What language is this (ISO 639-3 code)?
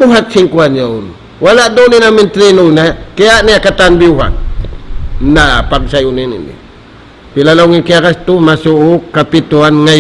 tsg